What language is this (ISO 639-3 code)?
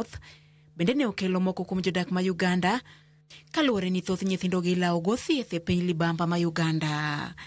luo